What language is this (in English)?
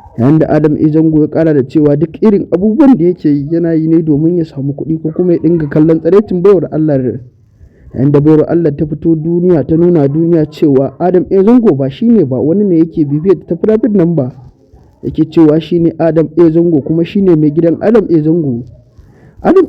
Hausa